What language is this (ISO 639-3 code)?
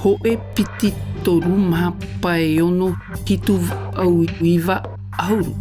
tah